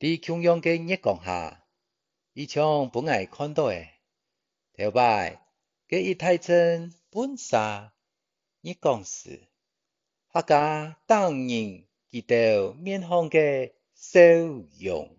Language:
Hakka Chinese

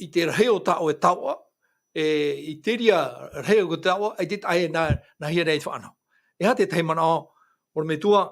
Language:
Tahitian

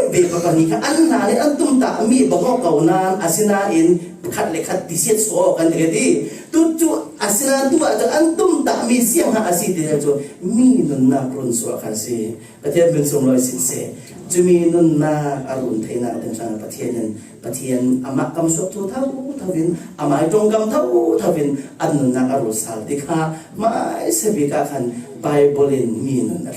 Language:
Falam Chin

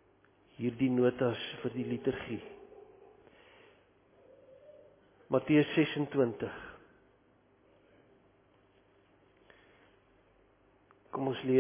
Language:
Afrikaans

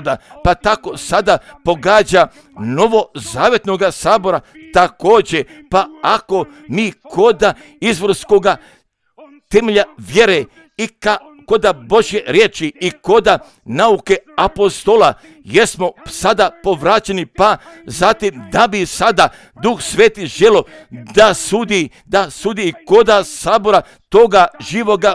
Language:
Croatian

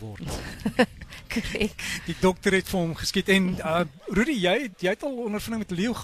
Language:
Afrikaans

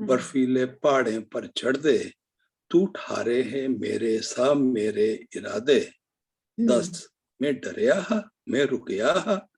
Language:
Dogri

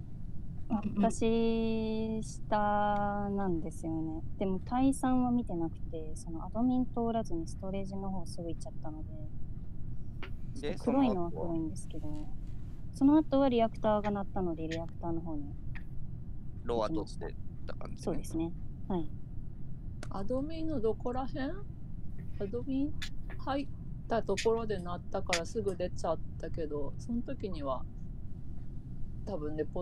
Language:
Japanese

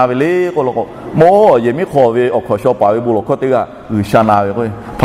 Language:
Lahu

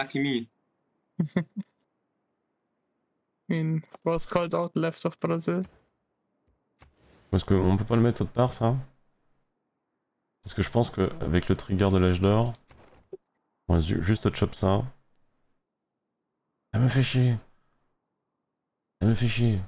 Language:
French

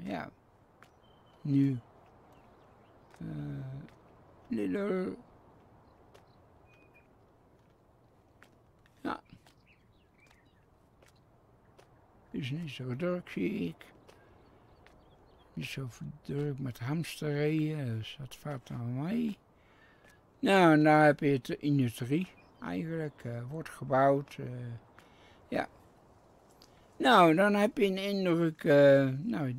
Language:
Dutch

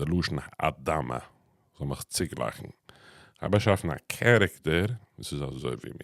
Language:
Yiddish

